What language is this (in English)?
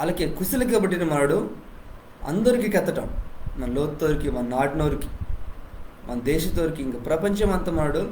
Koya